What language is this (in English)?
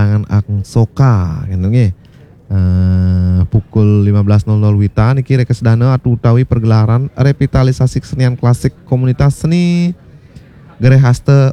Balinese